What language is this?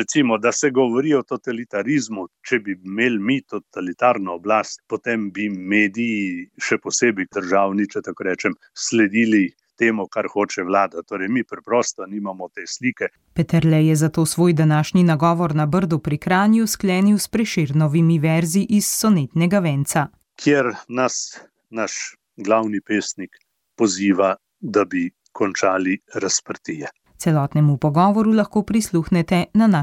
Slovenian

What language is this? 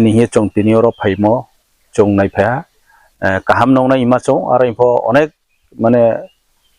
Riang (India)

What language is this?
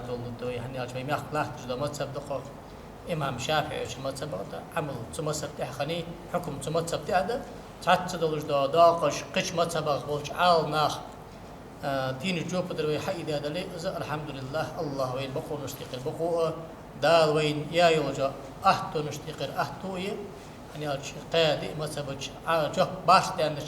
Ingush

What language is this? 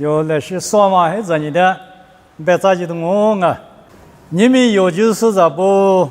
Lisu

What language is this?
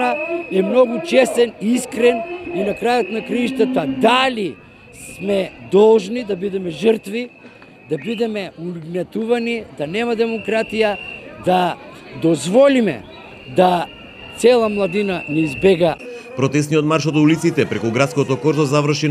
Macedonian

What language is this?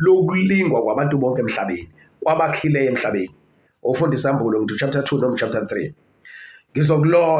Zulu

